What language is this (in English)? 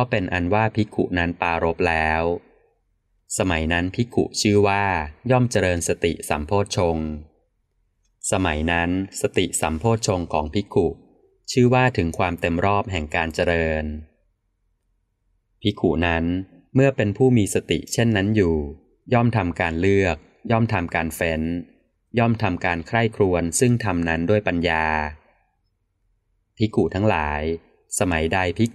Thai